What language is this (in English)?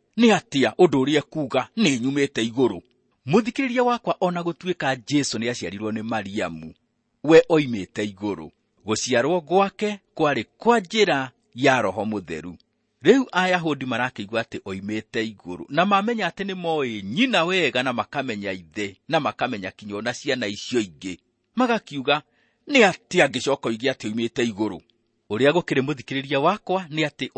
Kikuyu